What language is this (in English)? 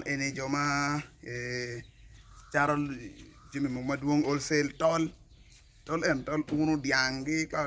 Acoli